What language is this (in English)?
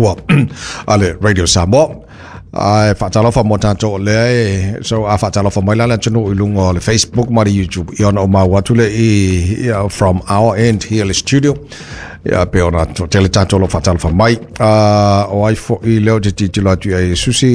Samoan